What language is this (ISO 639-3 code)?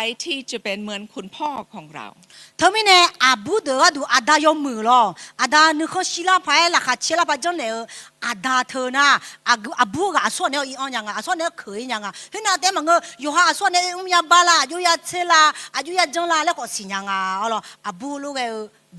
ahk